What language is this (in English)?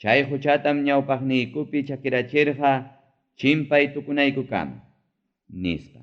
Ayacucho Quechua